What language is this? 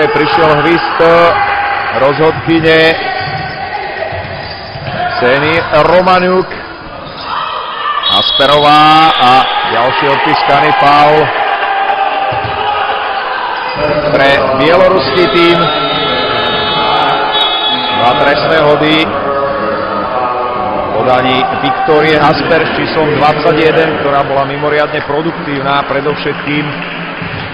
Slovak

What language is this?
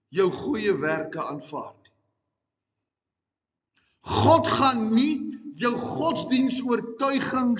Afrikaans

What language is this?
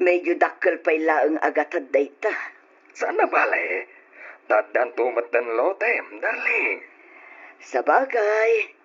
Iloko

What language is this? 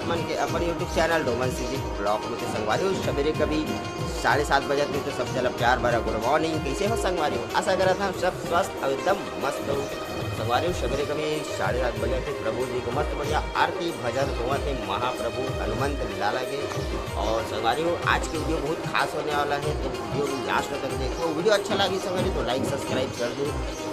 Chhattisgarhi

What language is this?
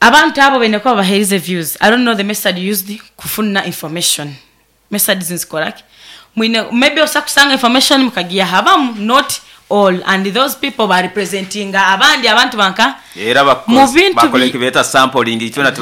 Nyoro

